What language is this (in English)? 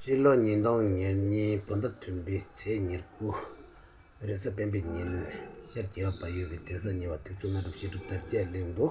Tibetan